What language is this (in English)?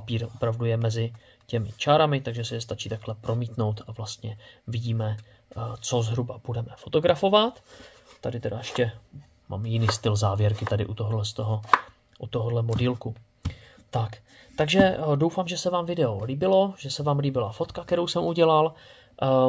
Czech